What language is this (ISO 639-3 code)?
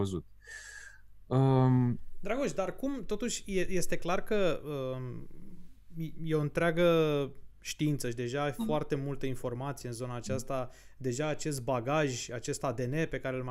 ron